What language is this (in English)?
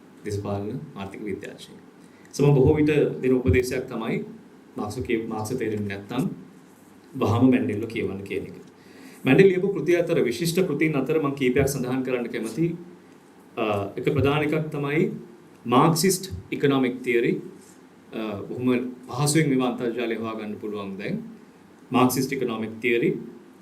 Sinhala